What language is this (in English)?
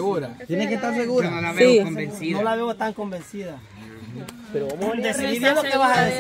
Spanish